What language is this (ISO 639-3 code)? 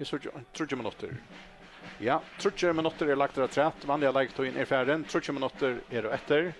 fao